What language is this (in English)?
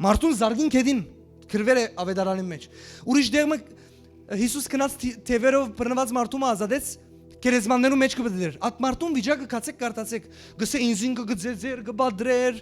Western Armenian